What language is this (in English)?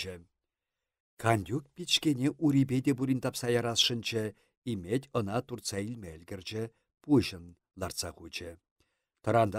Chuvash